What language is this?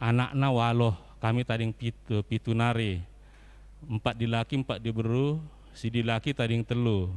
Batak Karo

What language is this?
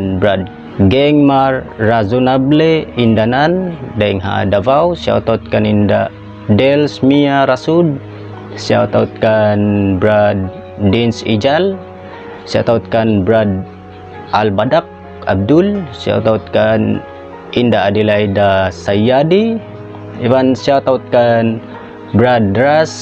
Tausug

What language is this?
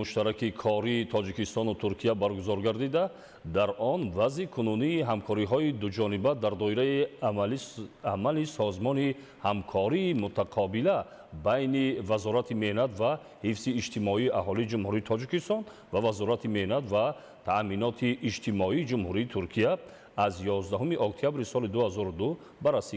Tajik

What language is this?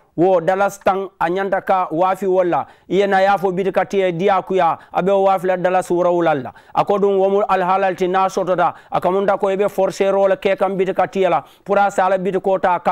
Mandingo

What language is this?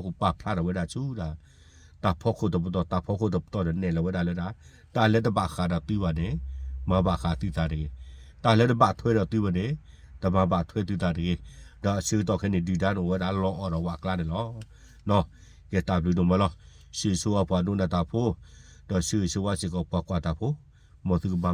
S'gaw Karen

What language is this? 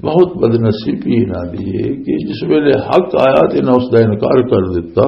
Western Panjabi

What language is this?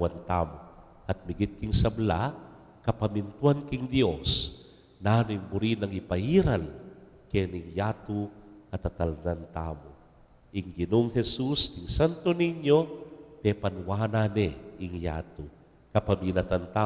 Pampanga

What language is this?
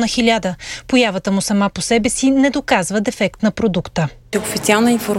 Bulgarian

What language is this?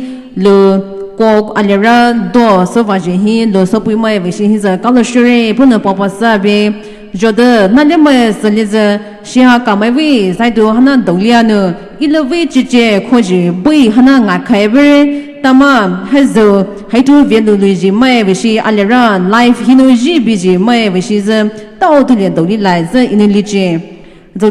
Poumei Naga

